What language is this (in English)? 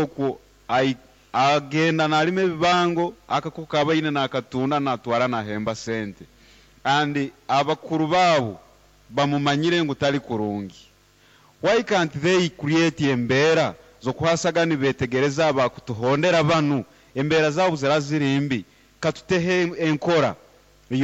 Nyankole